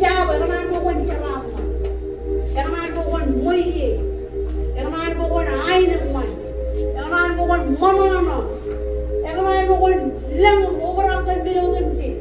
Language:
Marshallese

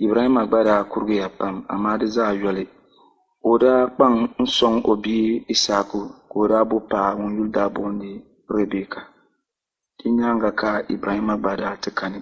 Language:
Dagbani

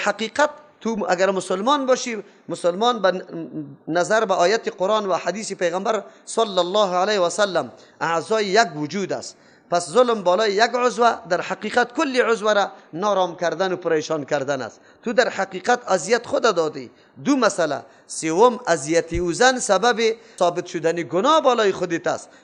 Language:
Persian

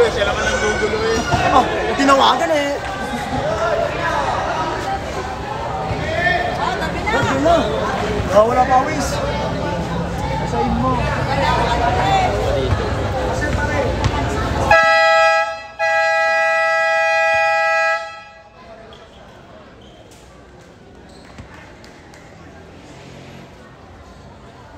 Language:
Filipino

